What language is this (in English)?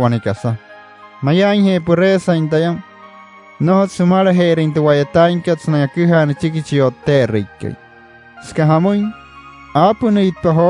Wayuu